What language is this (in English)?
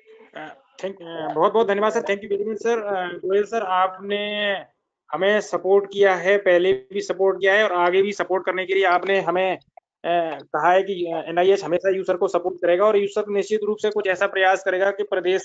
Hindi